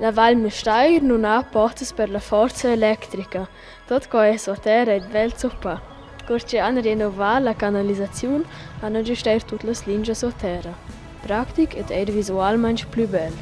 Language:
Romansh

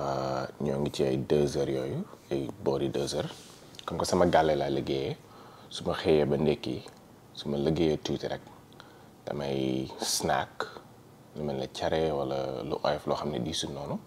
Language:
Wolof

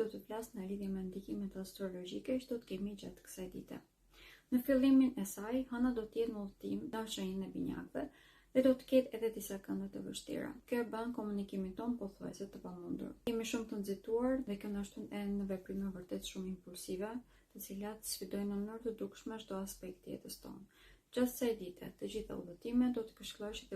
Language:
Albanian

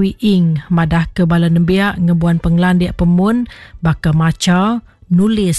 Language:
Iban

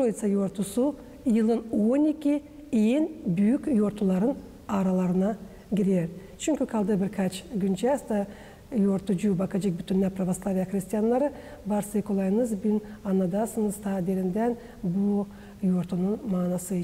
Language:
Gagauz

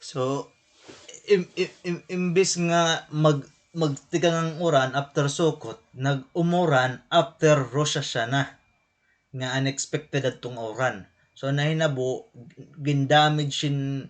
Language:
Waray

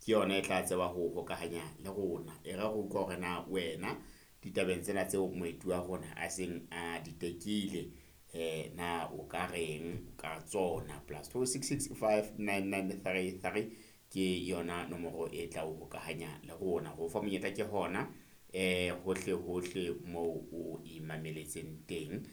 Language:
Southern Sotho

